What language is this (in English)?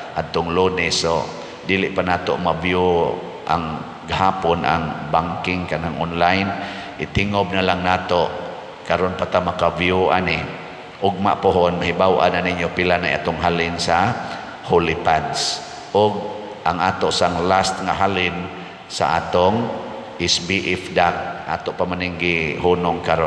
Cebuano